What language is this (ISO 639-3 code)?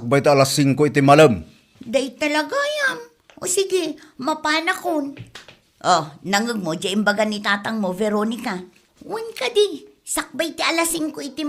ilo